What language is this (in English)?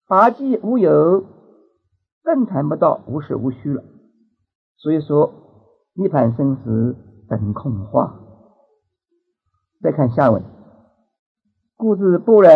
Chinese